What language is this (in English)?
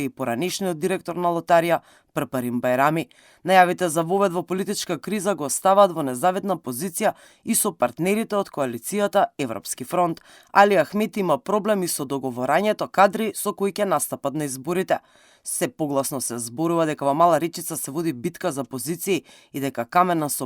Macedonian